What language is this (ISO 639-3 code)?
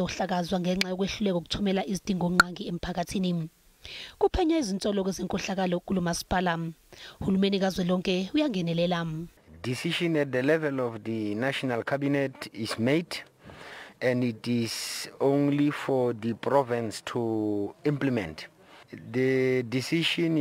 zul